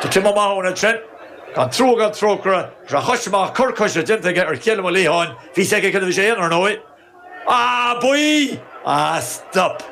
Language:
Irish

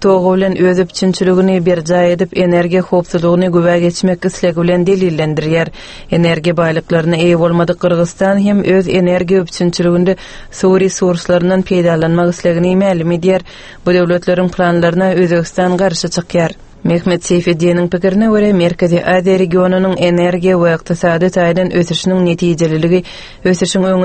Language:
Turkmen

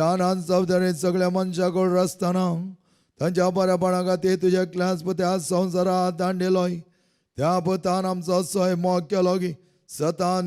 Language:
Konkani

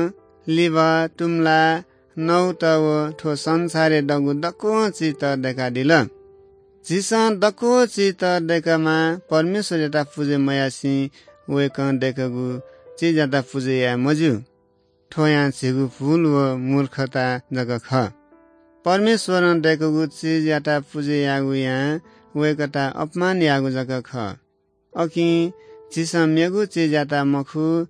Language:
Newari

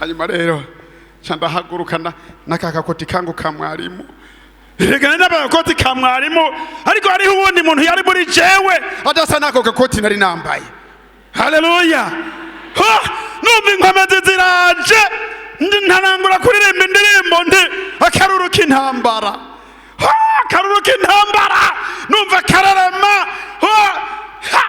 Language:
Rundi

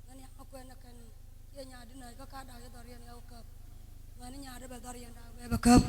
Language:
Nuer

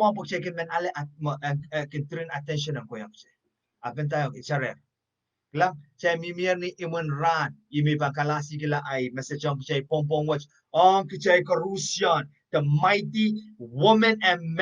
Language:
Pohnpeian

